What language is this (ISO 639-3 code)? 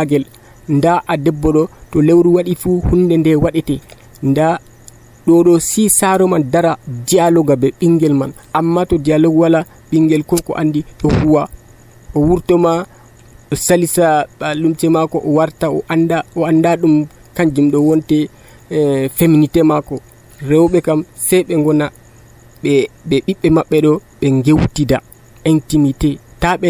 fuv